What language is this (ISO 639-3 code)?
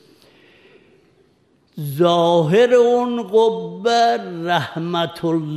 fas